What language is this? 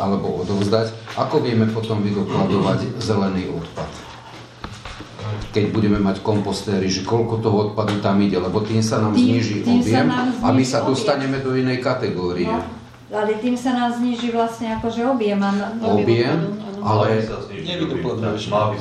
Slovak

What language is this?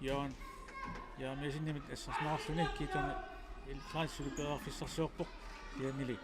Kalaallisut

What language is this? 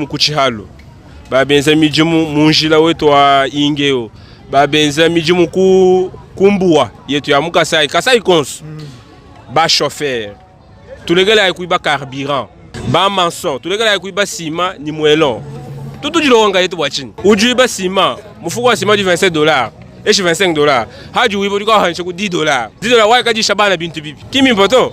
Luba-Lulua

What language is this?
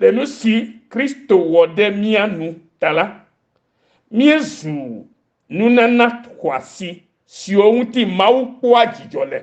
Ewe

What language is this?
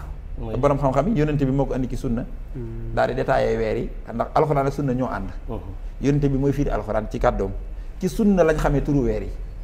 Wolof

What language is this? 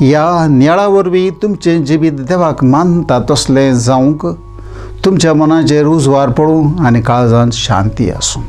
Konkani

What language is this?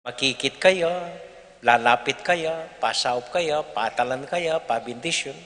Pampanga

